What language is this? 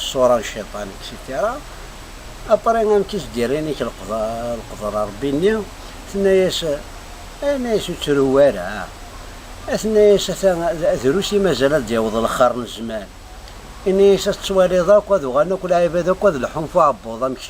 Kabyle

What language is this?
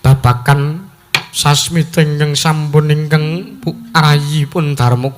Javanese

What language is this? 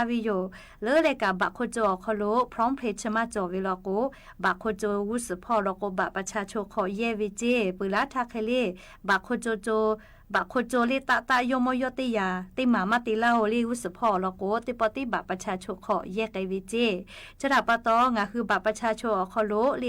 Lahu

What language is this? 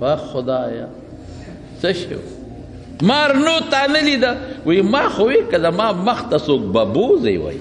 Pashto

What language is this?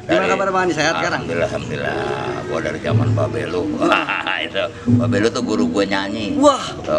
Betawi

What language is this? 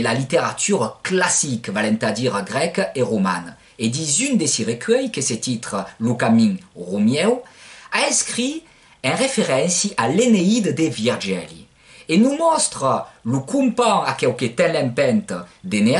Occitan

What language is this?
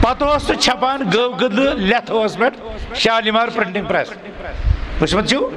Kashmiri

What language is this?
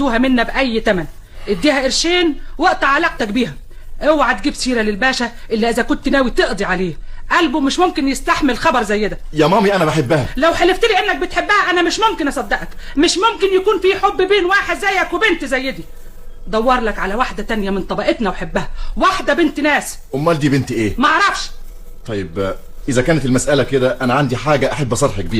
Egyptian Arabic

